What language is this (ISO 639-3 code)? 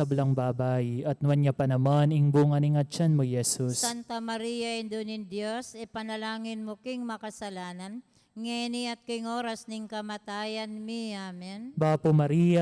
pam